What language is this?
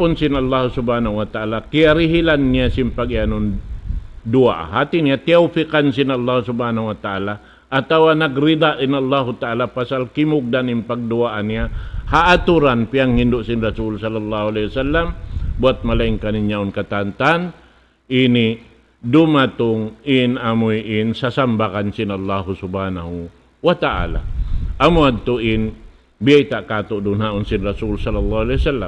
Tausug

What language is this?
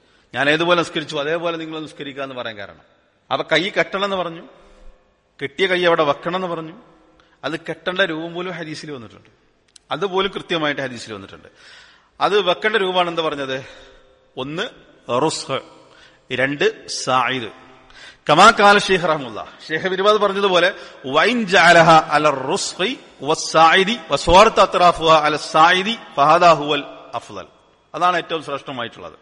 Malayalam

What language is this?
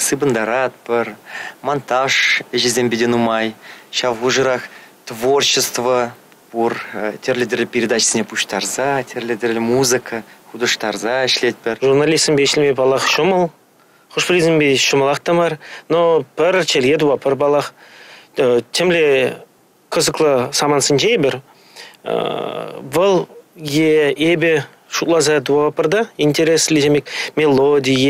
Chuvash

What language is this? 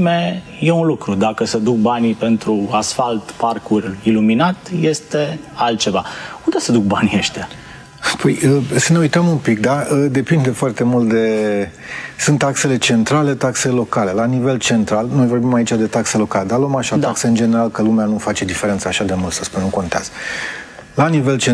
Romanian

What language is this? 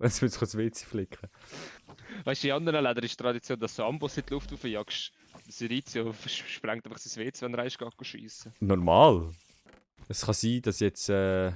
Swiss German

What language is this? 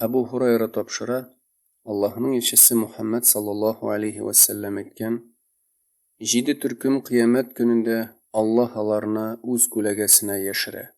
Tatar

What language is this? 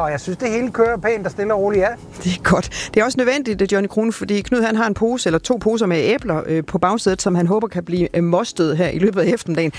Danish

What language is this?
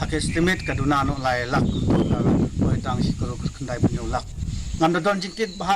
Khasi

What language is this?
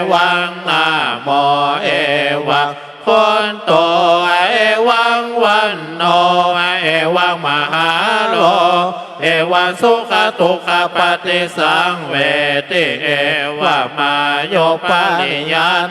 Pali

